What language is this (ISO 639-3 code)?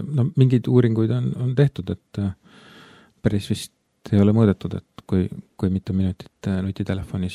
est